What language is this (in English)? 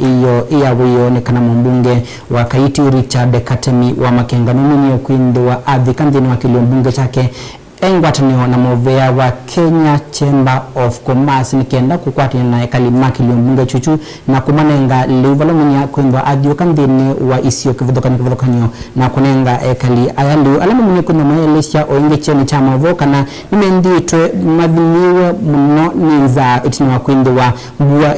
Kamba